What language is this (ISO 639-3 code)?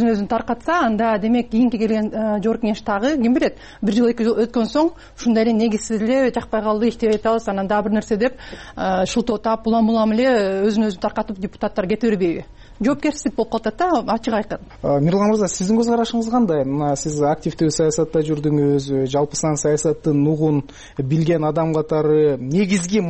kir